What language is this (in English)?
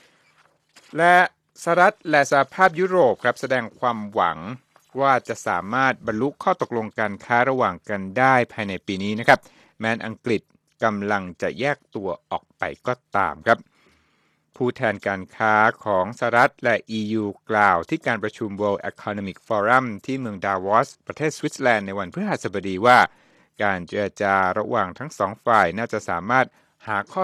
Thai